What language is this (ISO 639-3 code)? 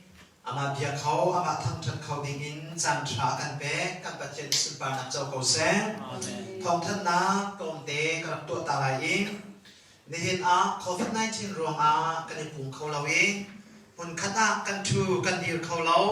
cnh